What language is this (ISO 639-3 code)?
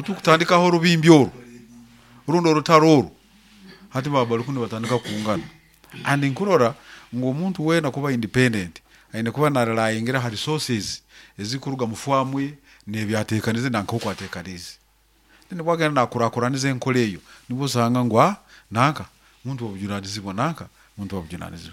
nyo